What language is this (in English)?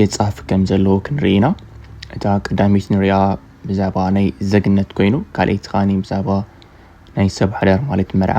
Tigrinya